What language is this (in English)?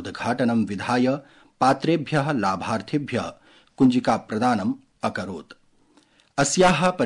Sanskrit